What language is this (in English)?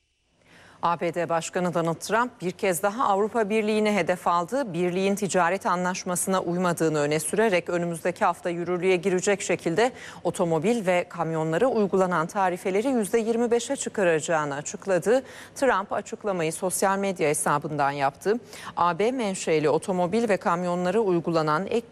Turkish